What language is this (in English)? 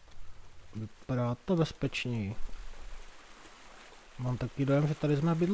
Czech